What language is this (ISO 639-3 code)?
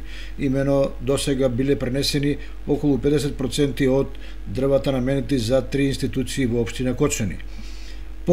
mkd